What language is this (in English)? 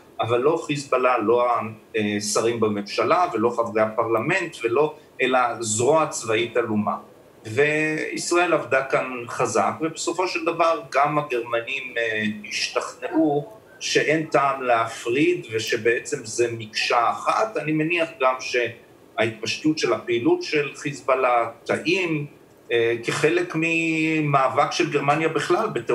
Hebrew